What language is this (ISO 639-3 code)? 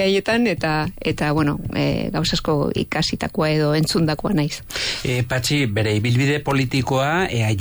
eus